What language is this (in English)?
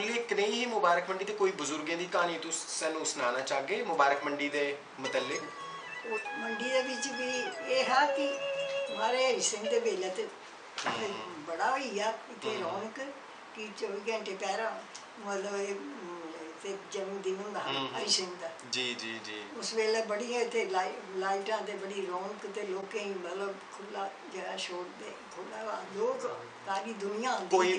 Dogri